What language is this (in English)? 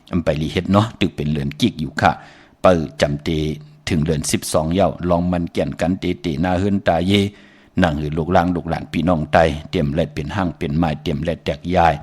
Shan